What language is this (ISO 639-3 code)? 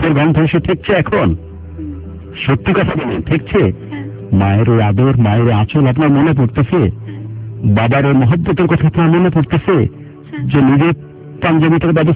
ben